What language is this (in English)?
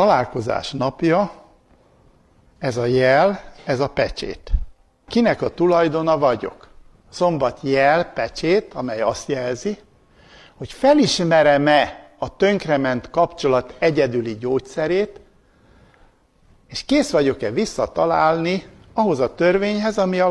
Hungarian